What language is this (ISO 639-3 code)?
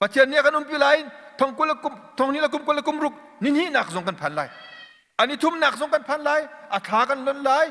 cnh